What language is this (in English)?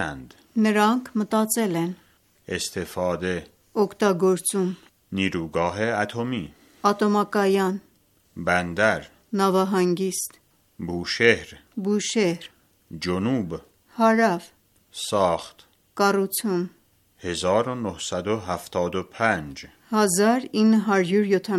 Armenian